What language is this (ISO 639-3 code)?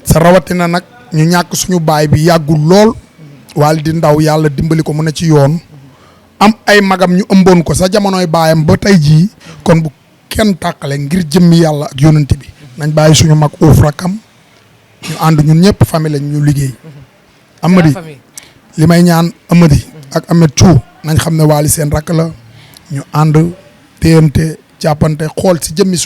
wol